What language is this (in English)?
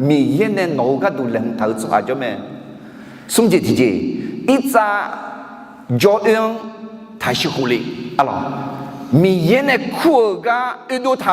Akha